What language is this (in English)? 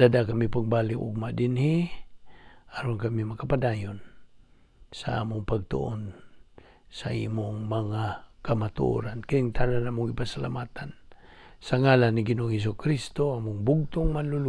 Cebuano